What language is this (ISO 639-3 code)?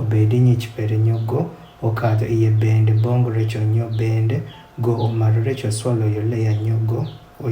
adh